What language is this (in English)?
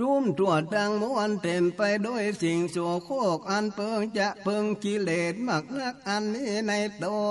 Northern Thai